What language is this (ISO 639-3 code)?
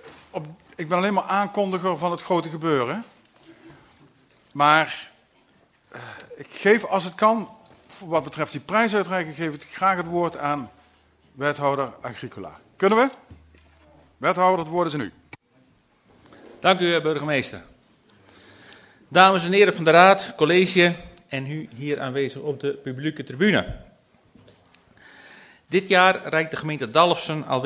nld